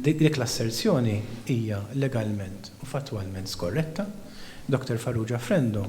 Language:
Maltese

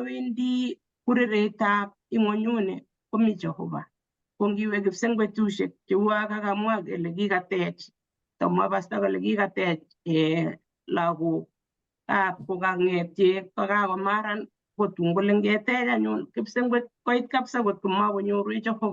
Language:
Kalenjin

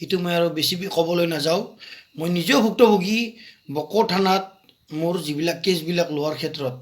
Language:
Assamese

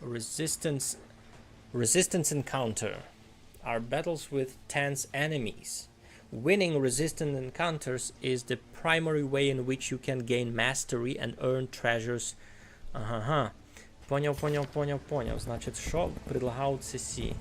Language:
Rusyn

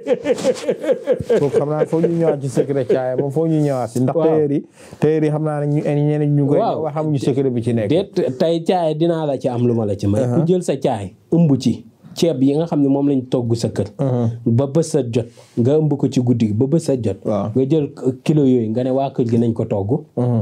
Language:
Wolof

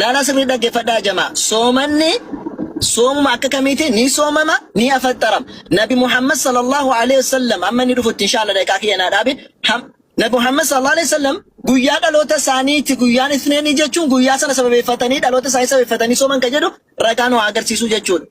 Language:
Oromo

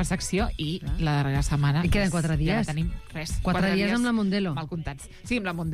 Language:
Catalan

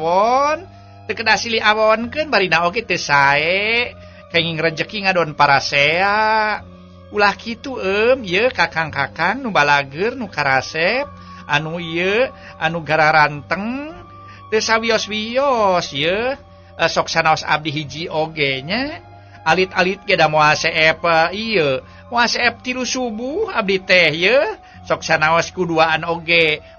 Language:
Sundanese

